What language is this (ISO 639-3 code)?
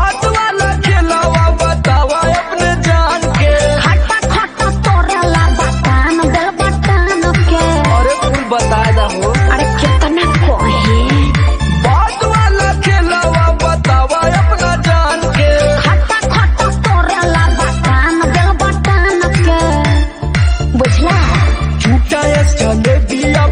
bho